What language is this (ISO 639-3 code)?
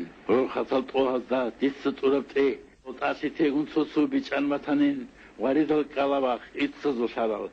ava